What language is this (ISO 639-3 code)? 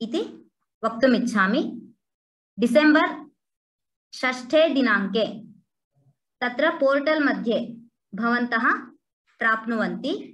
san